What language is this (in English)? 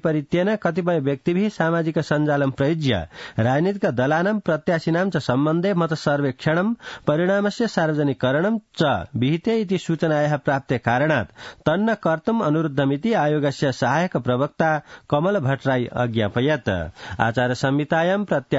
Sanskrit